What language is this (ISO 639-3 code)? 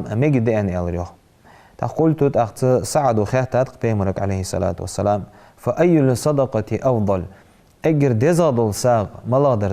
inh